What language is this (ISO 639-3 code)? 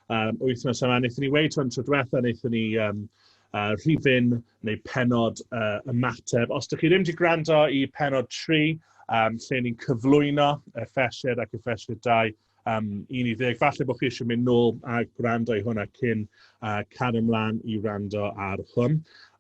cym